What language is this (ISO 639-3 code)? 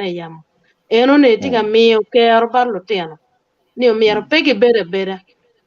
ach